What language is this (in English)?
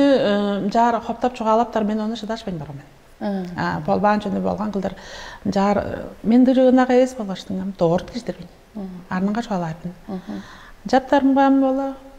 Tuvinian